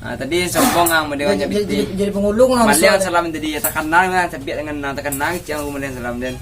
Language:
Minangkabau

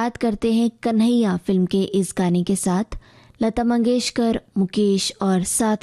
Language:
Hindi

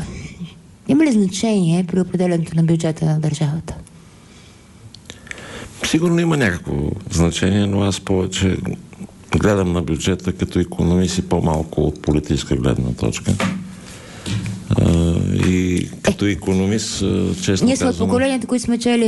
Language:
Bulgarian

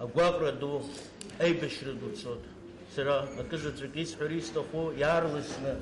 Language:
Abkhazian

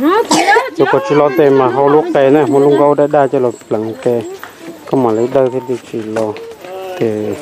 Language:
Hmong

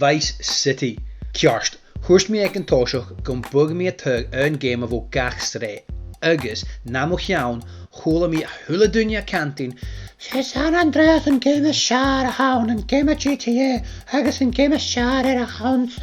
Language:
Scottish Gaelic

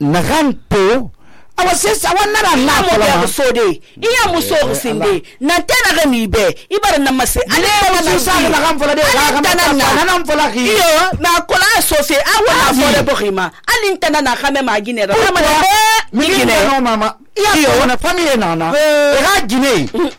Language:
Susu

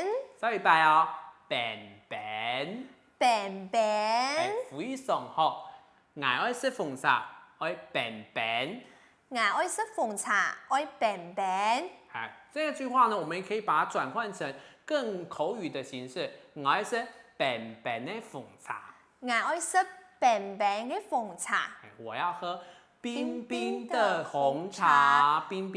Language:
Hakka Chinese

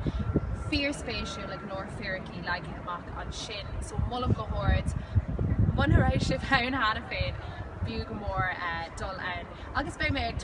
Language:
Irish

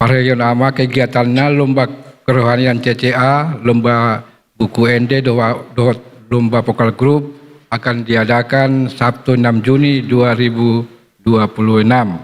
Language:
Batak Toba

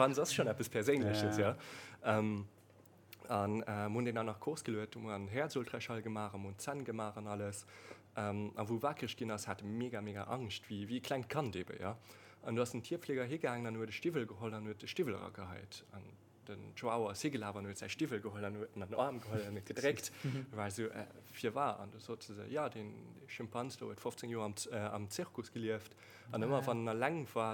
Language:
Luxembourgish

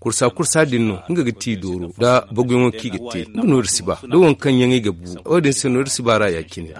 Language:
Zarma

